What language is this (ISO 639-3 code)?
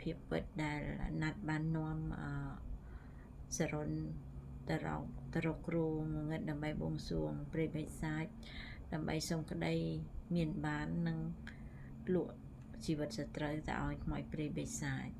khm